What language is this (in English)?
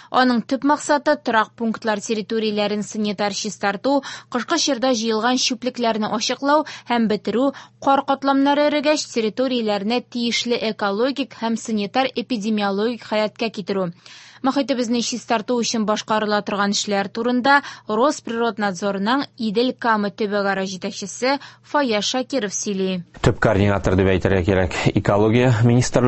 Tatar